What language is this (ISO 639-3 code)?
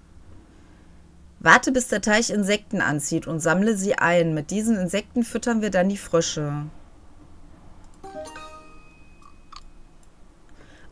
deu